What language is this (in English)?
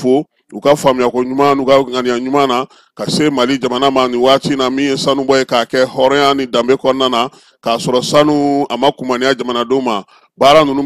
Bambara